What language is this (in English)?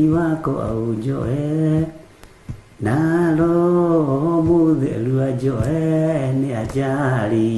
Kikuyu